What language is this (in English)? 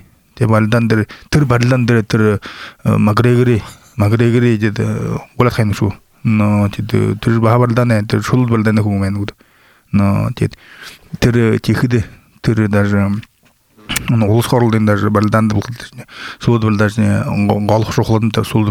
Buriat